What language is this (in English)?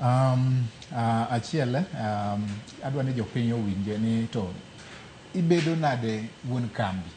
Luo (Kenya and Tanzania)